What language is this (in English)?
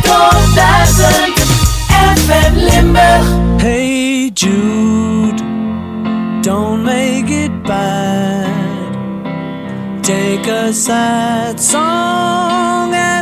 Dutch